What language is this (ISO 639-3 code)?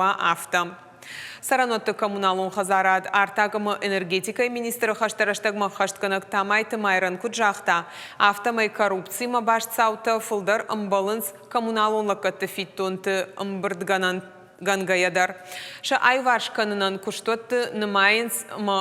oss